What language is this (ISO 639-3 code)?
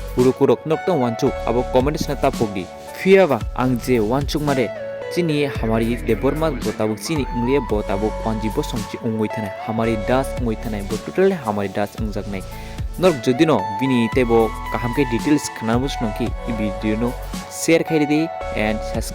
trp